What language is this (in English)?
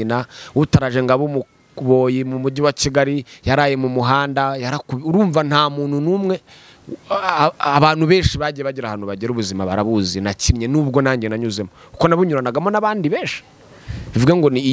Kinyarwanda